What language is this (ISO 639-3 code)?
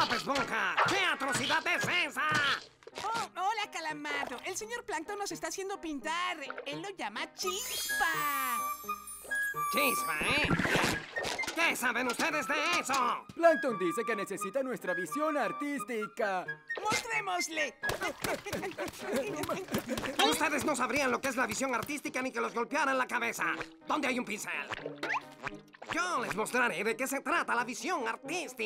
spa